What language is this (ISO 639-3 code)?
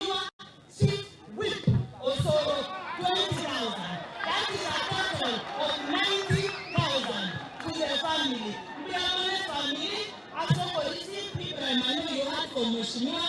guz